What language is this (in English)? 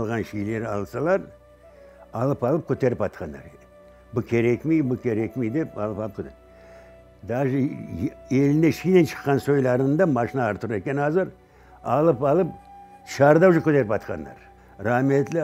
Crimean Tatar